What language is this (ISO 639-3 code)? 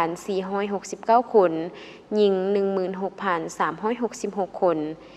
lao